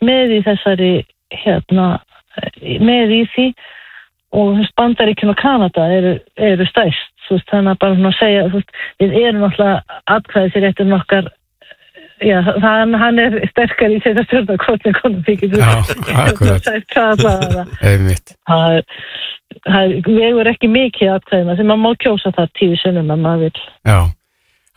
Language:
Icelandic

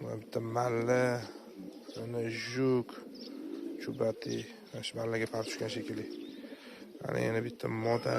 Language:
Uzbek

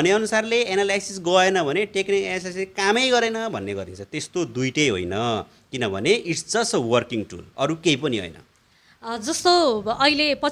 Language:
Nepali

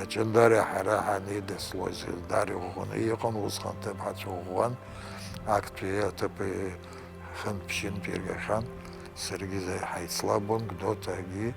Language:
Abkhazian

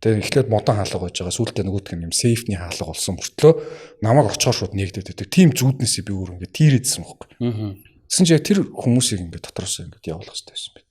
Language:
Mongolian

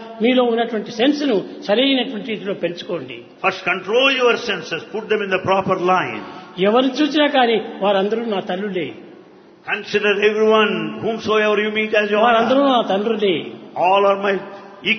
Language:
Telugu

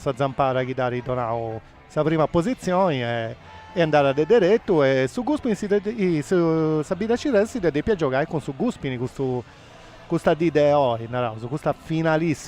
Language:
Sardinian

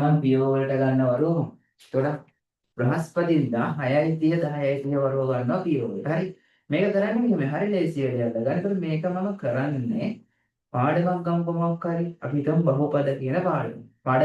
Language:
Sinhala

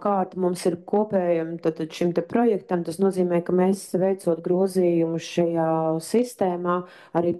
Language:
Latvian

